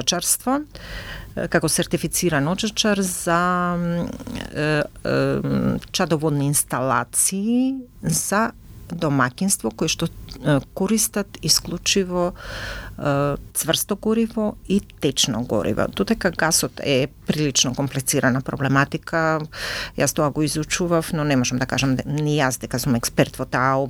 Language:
Macedonian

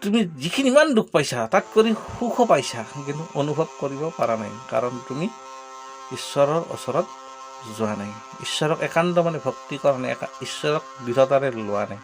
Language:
Assamese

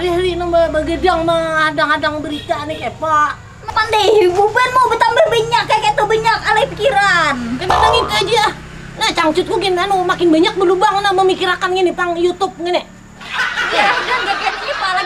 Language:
Banjar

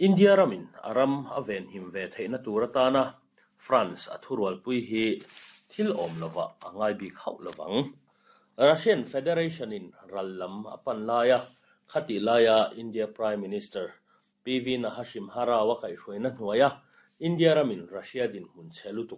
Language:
Mizo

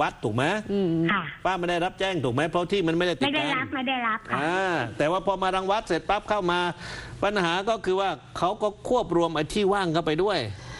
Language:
Thai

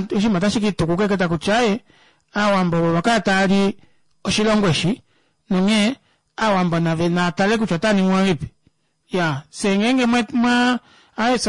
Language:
Kuanyama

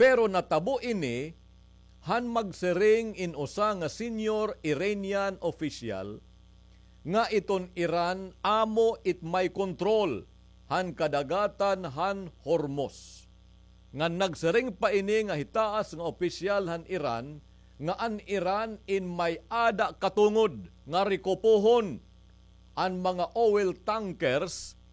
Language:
Waray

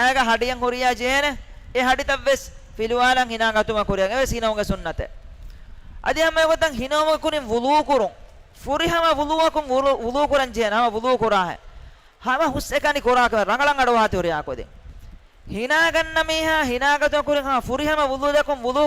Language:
Divehi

